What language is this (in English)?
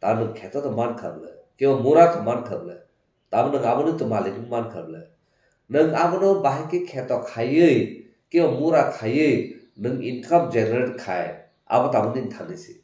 Kok Borok